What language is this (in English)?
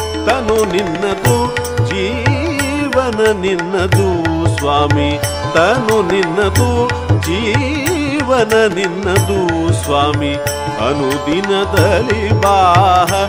Kannada